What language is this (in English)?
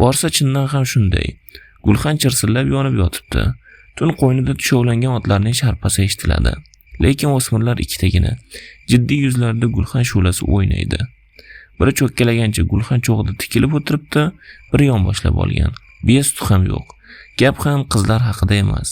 Uzbek